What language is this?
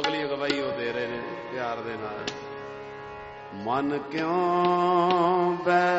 Punjabi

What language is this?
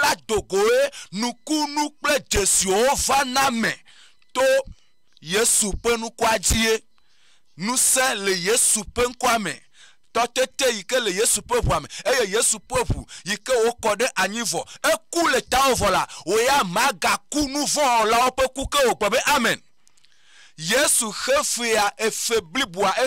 Ewe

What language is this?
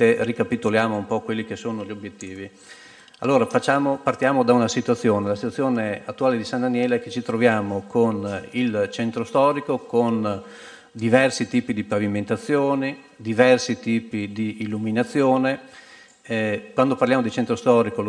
Italian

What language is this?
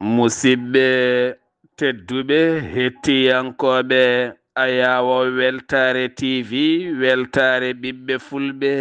Fula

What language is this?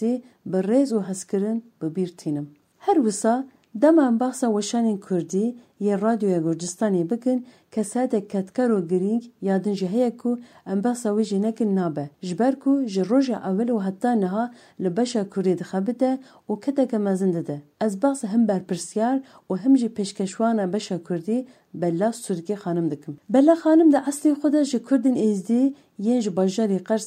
Kurdish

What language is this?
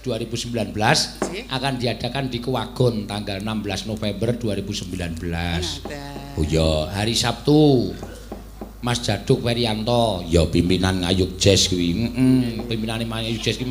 Javanese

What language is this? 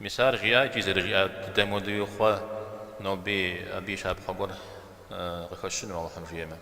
Kabardian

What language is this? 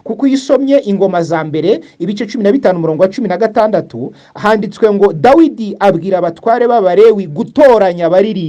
Kinyarwanda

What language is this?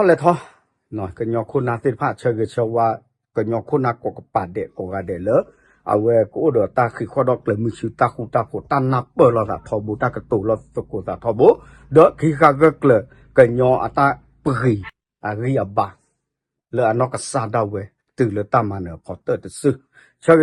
S'gaw Karen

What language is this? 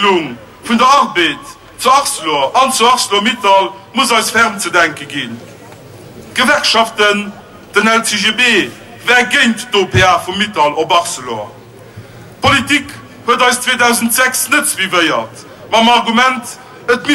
Luxembourgish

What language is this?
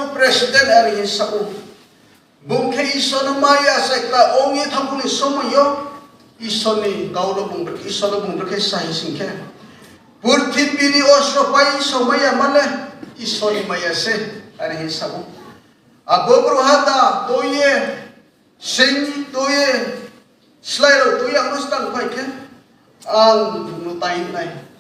Riang (India)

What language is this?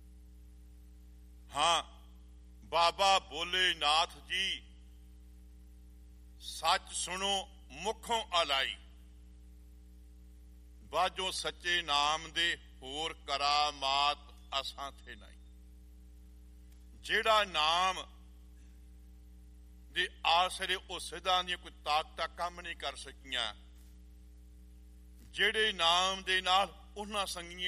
Punjabi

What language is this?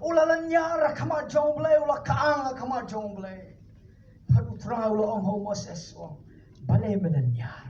Khasi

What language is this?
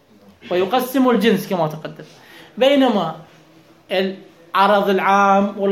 Mesopotamian Arabic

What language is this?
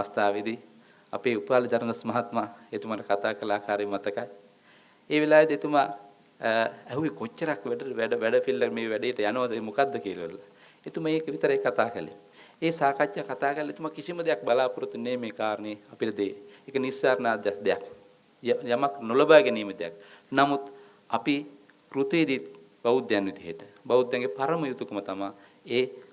Sinhala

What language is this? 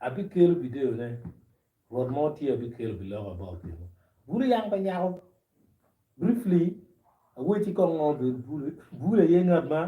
Acoli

